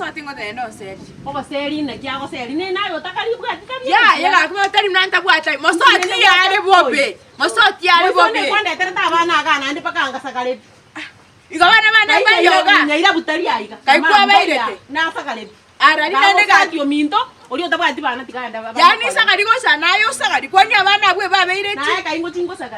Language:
Gusii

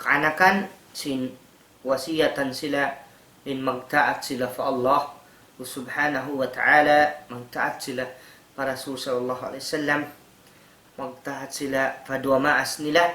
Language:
Tausug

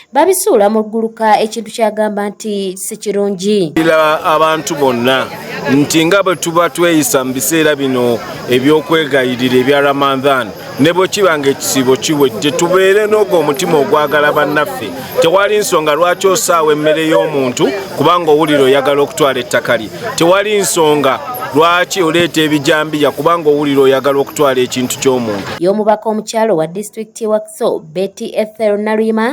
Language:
Ganda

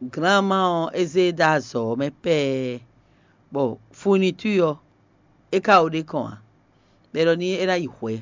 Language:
Fon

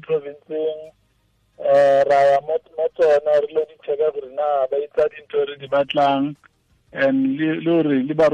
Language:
Tswana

